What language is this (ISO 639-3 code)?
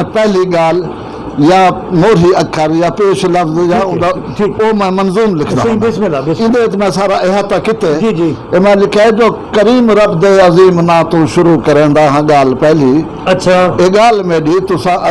skr